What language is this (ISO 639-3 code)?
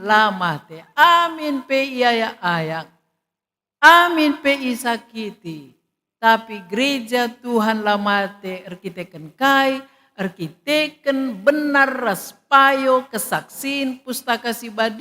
btx